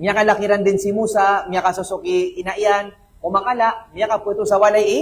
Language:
Maranao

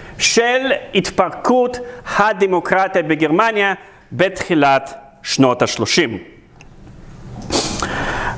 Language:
Hebrew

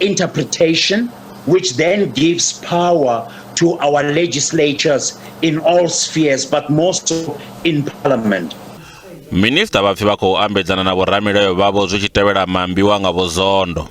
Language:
Venda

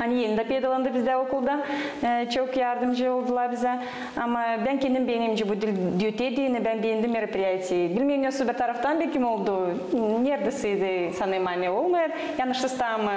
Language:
Gagauz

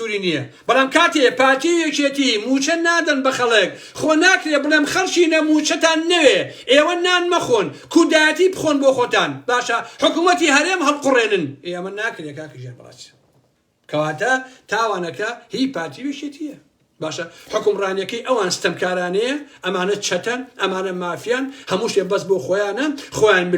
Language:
Central Kurdish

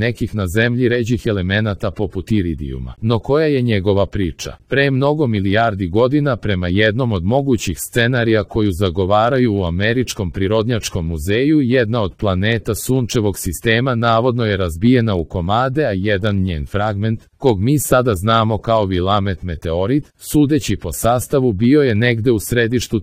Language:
Serbian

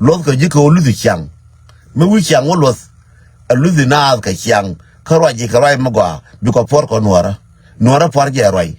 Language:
Nuer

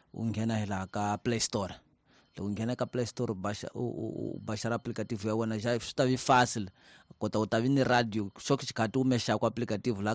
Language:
Tsonga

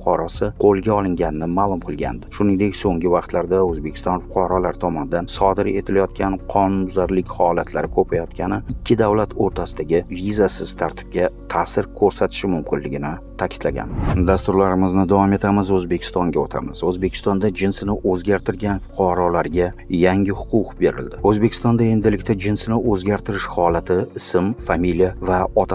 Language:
Uzbek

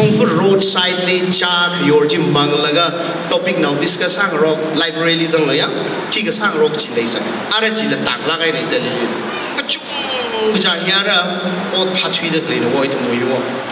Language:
Tangkhul Naga (India)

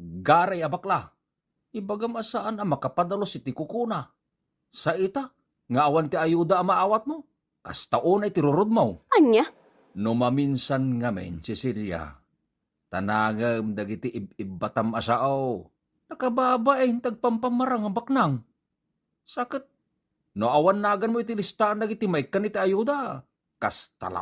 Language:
Iloko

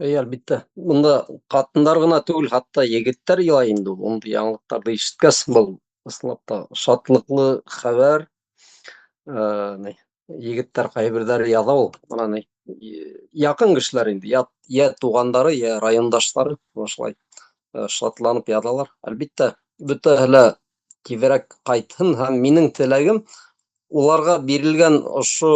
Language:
Bashkir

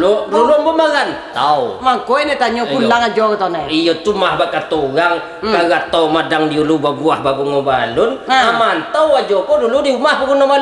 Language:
Minangkabau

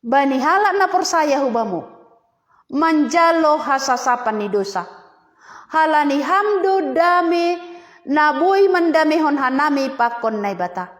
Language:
Batak Simalungun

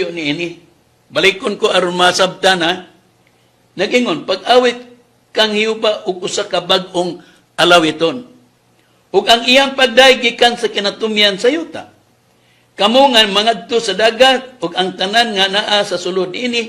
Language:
Cebuano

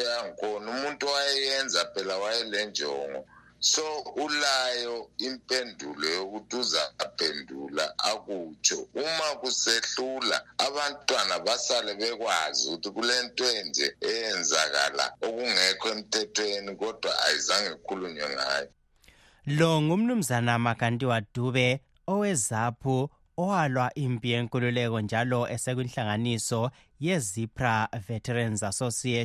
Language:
North Ndebele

